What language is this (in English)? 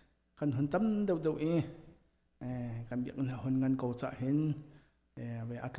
Hakha Chin